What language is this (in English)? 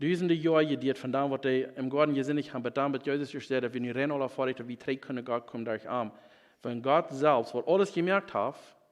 Plautdietsch